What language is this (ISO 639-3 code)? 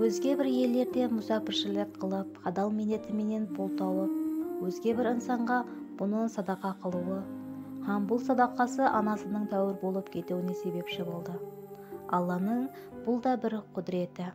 kaa